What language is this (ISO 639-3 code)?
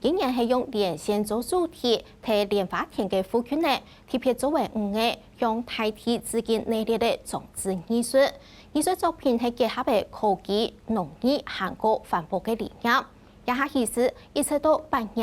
hak